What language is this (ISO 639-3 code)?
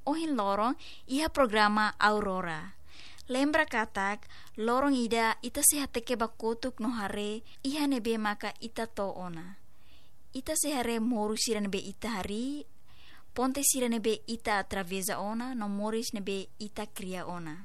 tet